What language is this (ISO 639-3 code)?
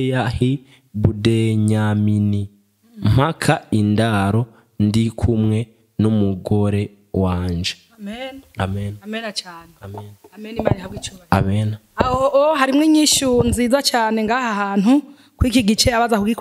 run